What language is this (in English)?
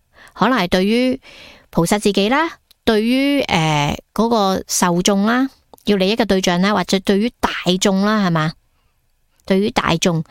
Cantonese